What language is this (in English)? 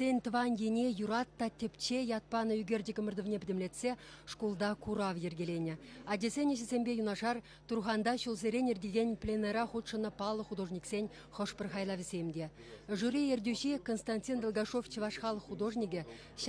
Chuvash